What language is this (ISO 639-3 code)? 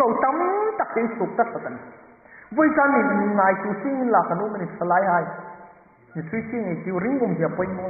hmr